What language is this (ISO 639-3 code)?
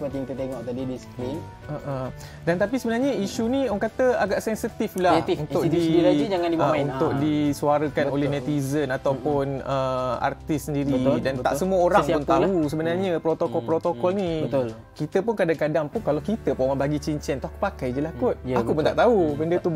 msa